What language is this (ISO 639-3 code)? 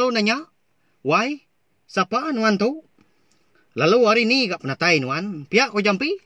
iba